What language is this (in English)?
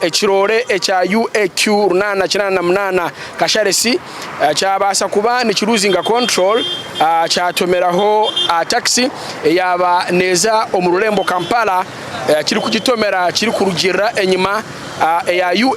Nyankole